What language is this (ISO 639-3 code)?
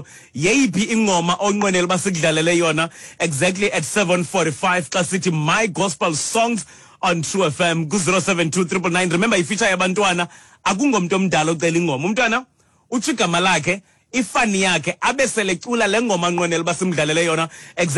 xho